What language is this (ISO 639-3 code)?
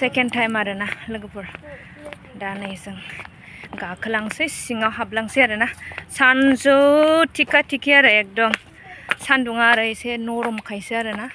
brx